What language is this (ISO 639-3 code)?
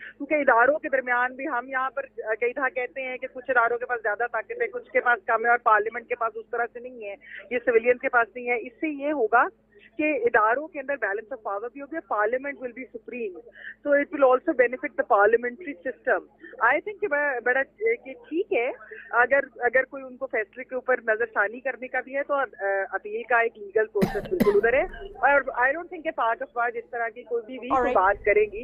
urd